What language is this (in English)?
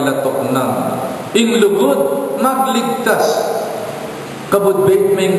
Pampanga